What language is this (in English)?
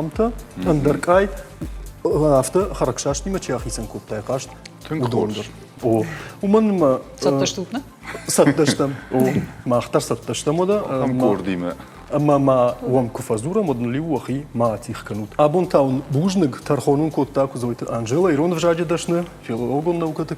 Ossetic